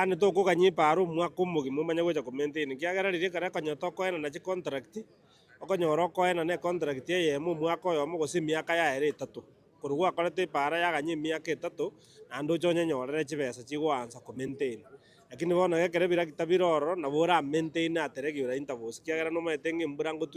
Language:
Gusii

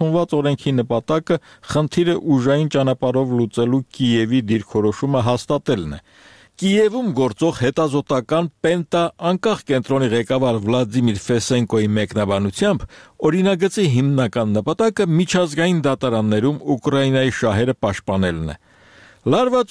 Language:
Armenian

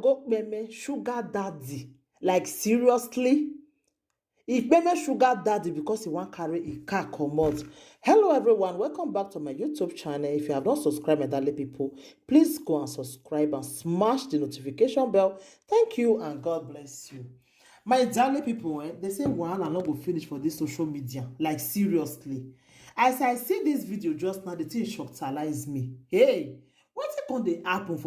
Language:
Nigerian Pidgin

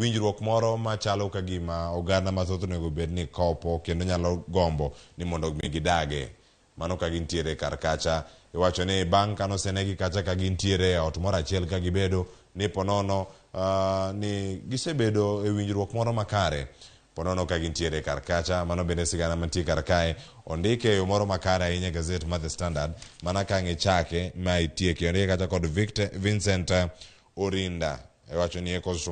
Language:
Luo (Kenya and Tanzania)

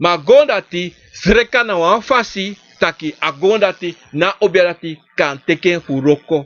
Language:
Sranan Tongo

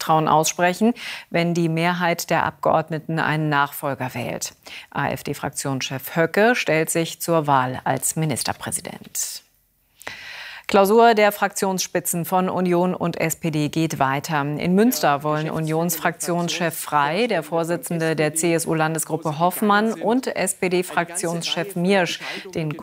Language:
German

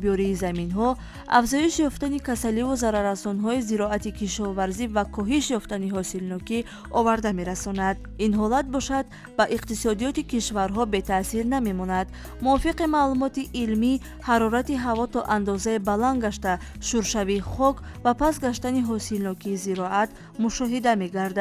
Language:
Tajik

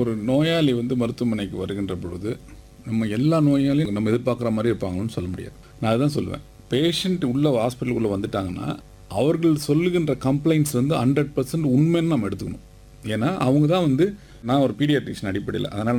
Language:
Tamil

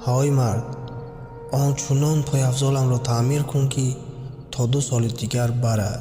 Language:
Tajik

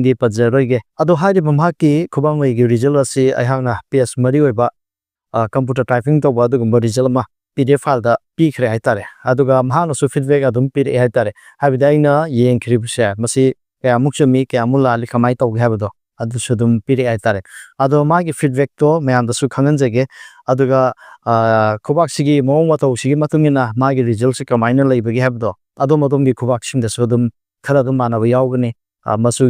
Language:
Manipuri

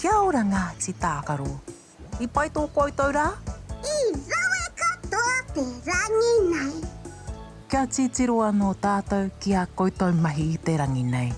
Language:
Māori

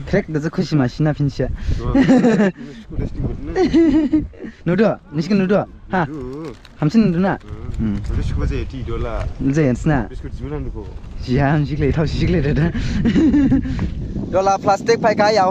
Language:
Dimasa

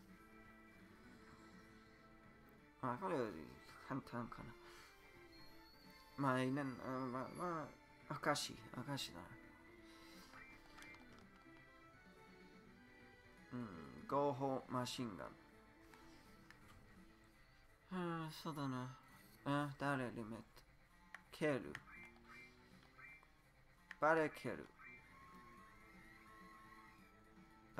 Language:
Japanese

